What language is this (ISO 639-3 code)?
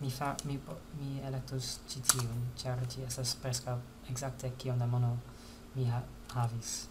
epo